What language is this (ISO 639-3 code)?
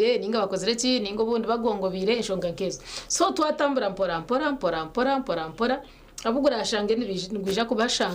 nyn